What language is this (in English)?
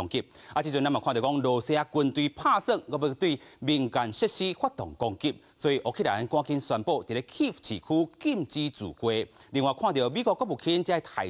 Min Nan Chinese